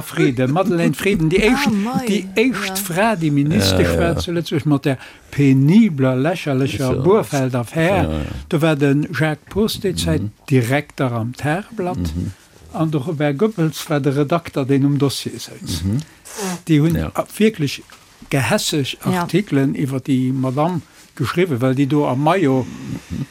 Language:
Luxembourgish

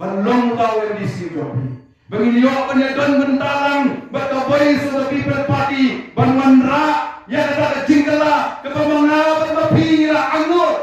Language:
Khasi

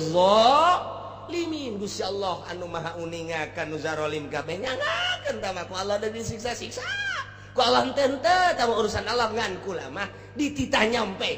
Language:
Sundanese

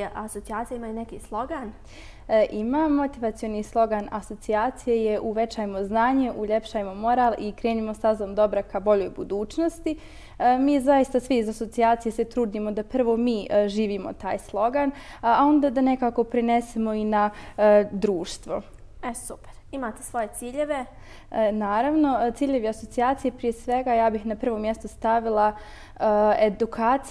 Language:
Bosnian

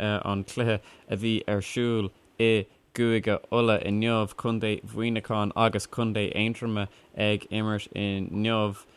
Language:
Irish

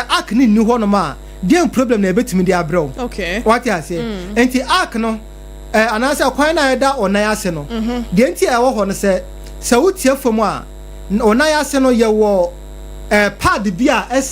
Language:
Akan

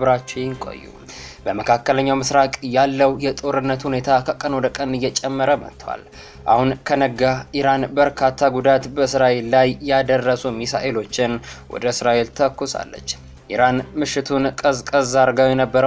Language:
Amharic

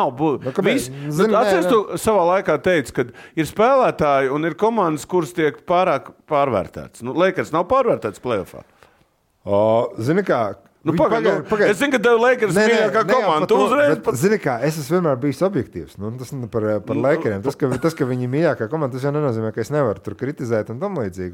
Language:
Latvian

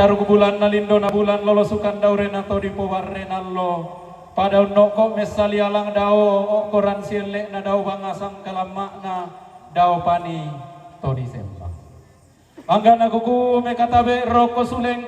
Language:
Toraja-Sa'dan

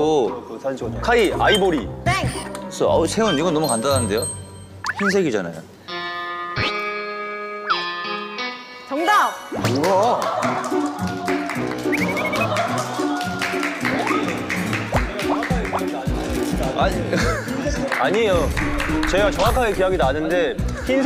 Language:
Korean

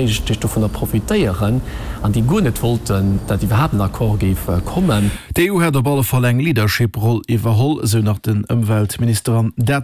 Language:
Luxembourgish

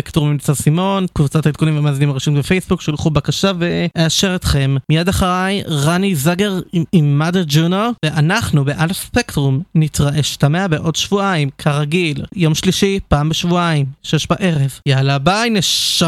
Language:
Hebrew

